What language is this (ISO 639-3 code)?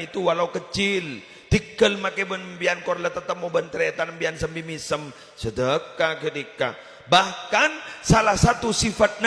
mad